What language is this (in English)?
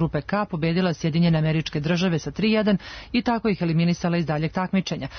Serbian